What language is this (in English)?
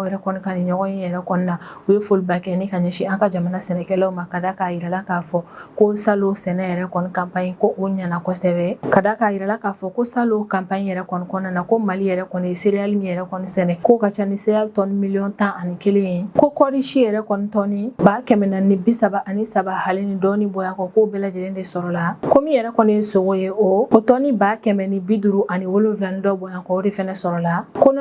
Bambara